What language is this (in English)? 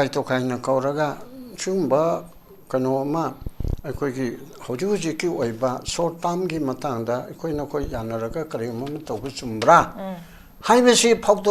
Manipuri